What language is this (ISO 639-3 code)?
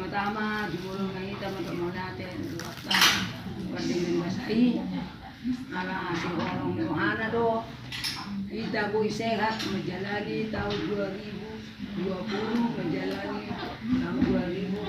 bbc